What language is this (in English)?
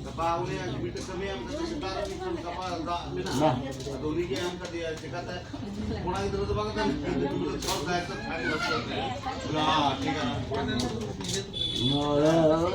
Santali